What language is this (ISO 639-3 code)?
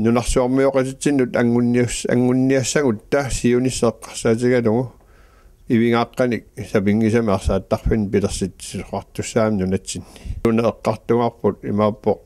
kal